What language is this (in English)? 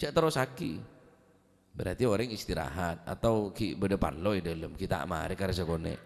Madurese